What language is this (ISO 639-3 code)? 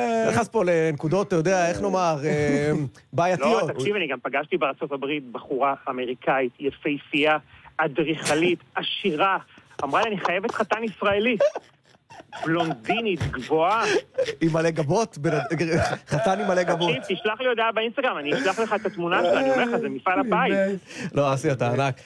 heb